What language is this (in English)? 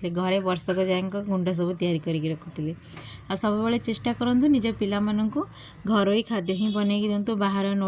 Odia